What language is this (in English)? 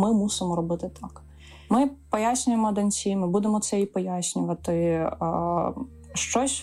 Ukrainian